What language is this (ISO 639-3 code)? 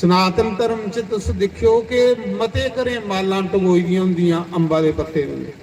doi